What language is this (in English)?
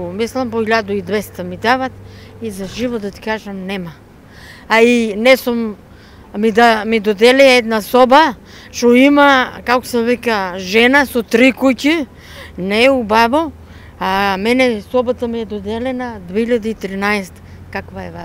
Macedonian